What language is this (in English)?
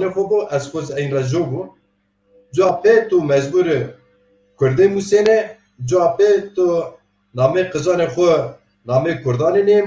Zaza